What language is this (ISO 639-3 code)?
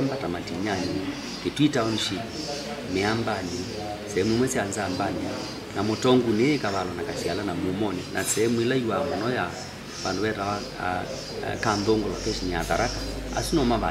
kam